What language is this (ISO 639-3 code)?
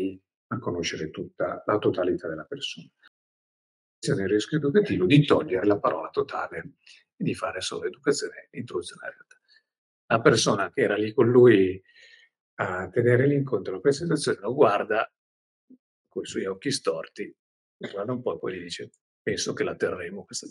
ita